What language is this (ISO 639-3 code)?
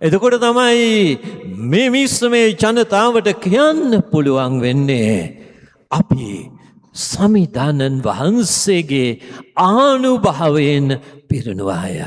sin